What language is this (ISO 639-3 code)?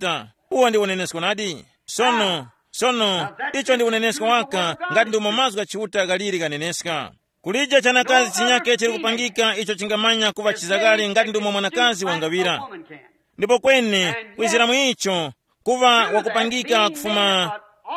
tum